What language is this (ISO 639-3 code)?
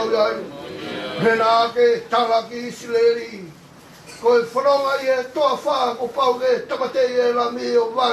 ton